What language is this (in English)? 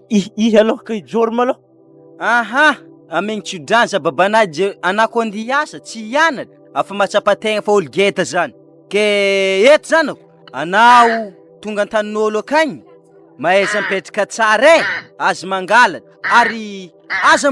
Malagasy